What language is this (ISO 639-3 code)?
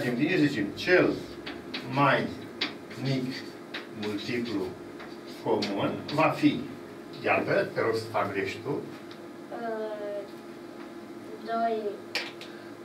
ron